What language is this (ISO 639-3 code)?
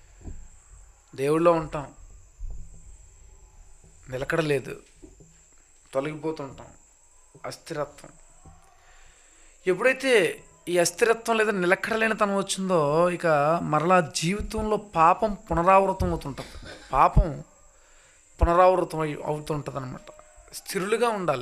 tel